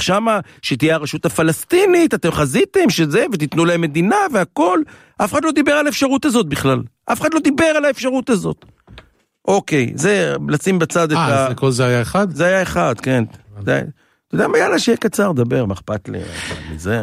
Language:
Hebrew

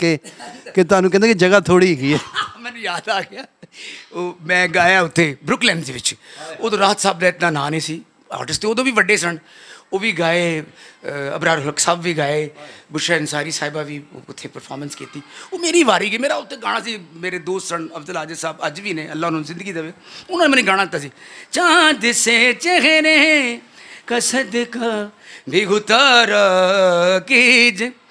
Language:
Punjabi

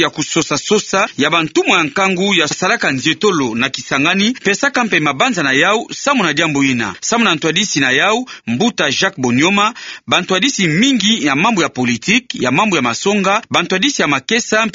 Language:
Kituba (Democratic Republic of Congo)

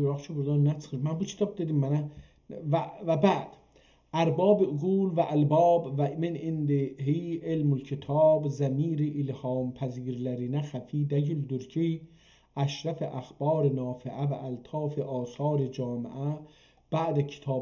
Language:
South Azerbaijani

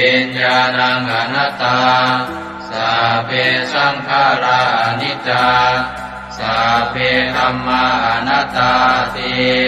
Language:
Pali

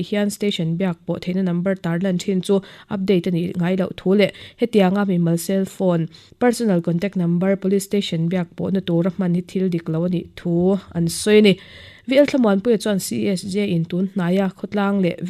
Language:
Mizo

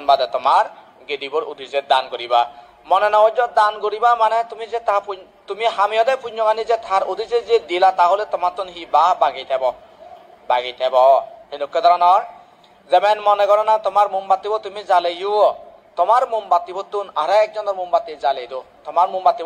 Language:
Chakma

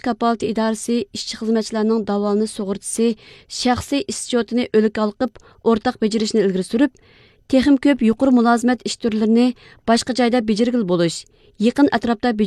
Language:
Uyghur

